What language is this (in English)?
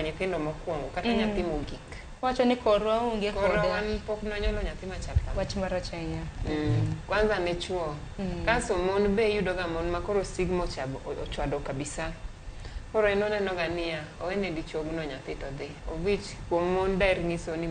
Luo (Kenya and Tanzania)